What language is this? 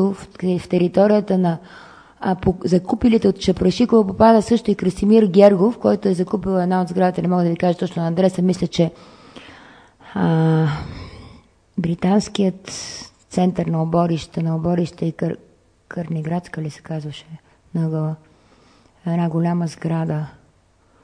Bulgarian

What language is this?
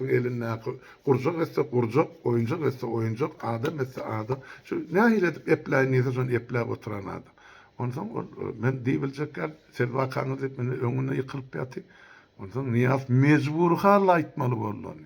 Turkmen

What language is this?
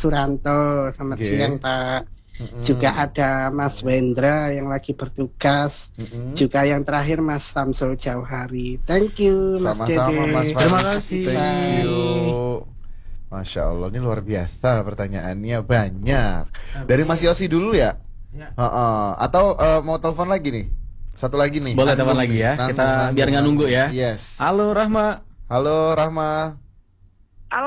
Indonesian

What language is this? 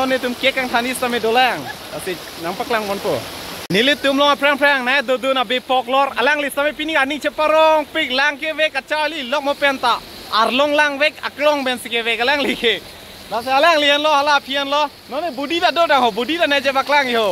Karbi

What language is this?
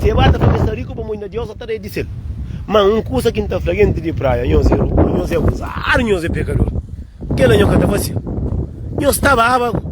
Kabuverdianu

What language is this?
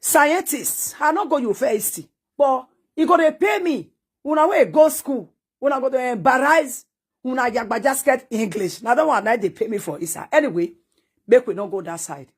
Nigerian Pidgin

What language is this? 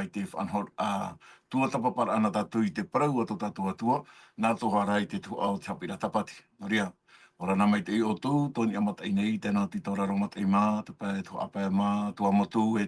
Tahitian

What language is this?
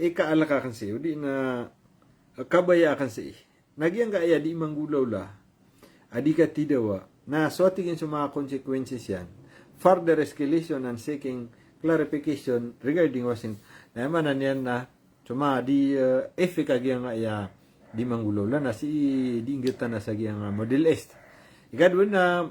Maranao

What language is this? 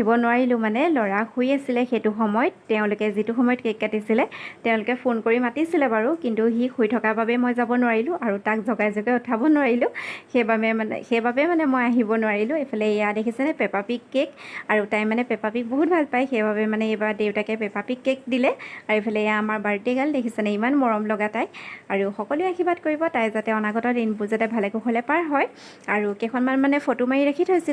Assamese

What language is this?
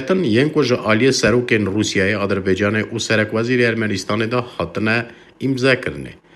Kurdish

